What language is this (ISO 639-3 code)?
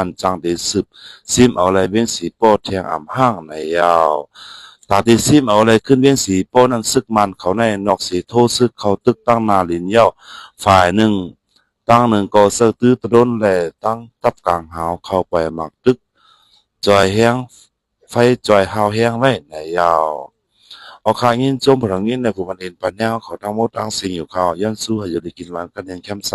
shn